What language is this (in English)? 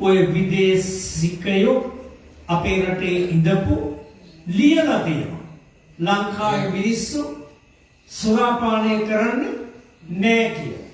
Sinhala